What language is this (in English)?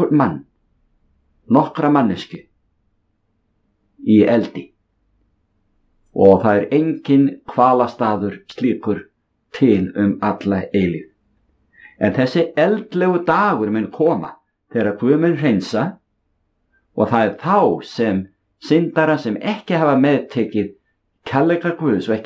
Icelandic